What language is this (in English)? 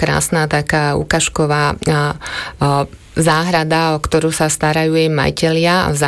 Slovak